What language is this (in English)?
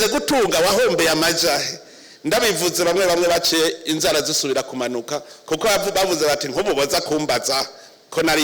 Rundi